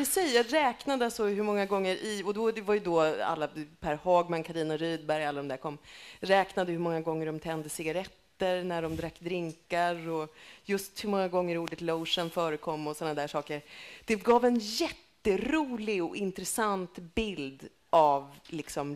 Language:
Swedish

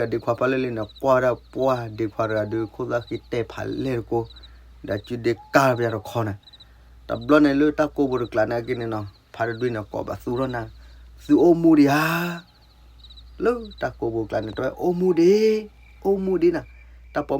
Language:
S'gaw Karen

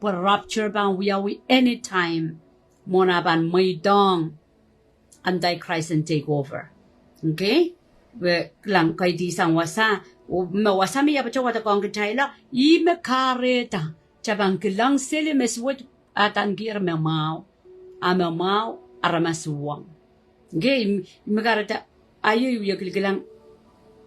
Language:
Pohnpeian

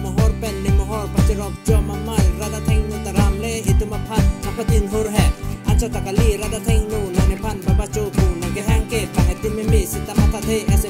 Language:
Karbi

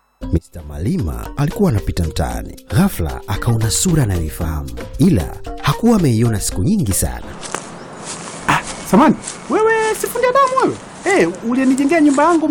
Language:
Swahili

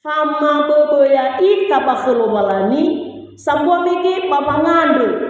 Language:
Nias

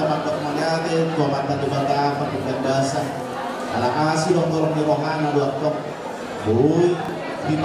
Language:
Batak Toba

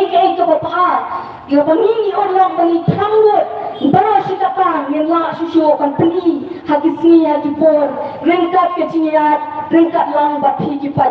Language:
Khasi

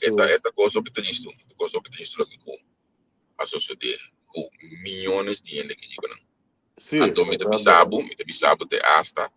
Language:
Papiamento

